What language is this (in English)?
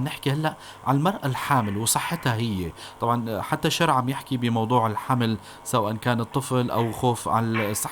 North Levantine Arabic